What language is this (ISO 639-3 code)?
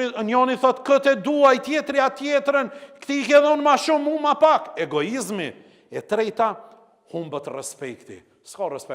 sqi